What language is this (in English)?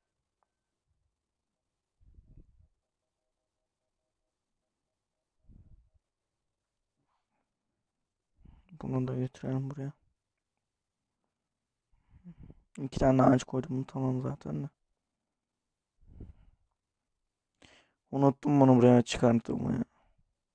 Turkish